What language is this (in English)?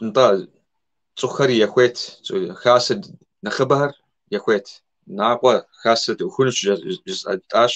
Kabardian